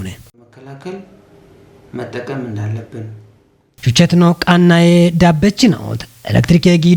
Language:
Kafa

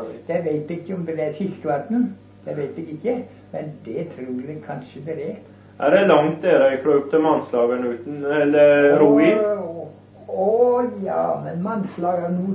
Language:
Norwegian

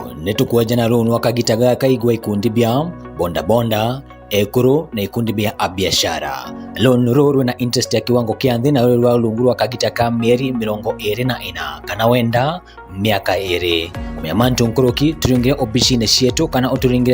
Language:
Meru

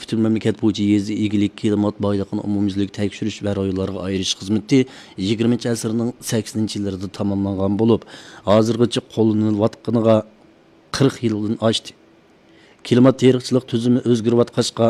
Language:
Uyghur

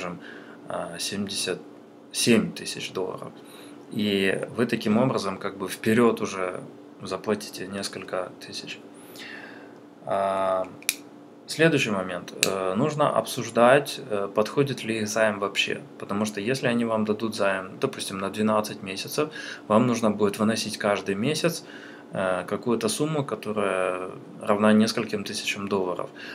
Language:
Russian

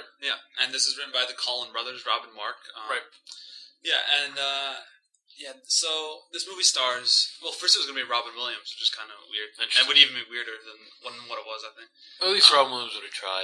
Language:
English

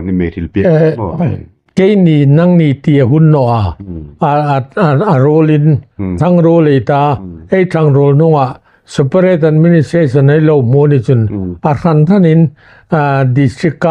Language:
Hmar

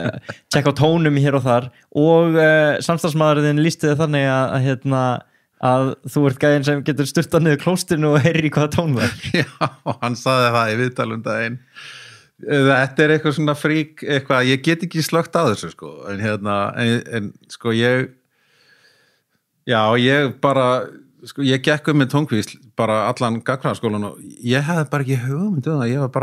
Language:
Icelandic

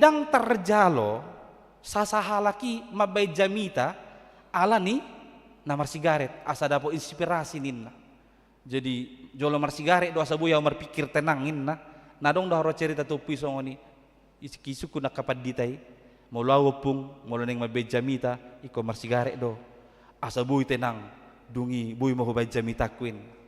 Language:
Batak Toba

